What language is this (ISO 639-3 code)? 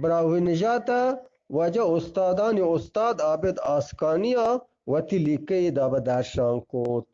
bgp